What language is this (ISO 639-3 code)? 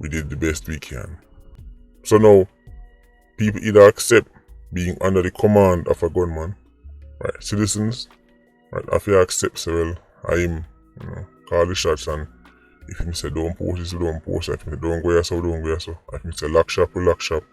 jam